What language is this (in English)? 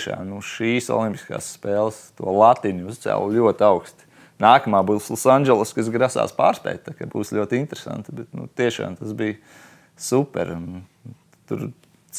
Latvian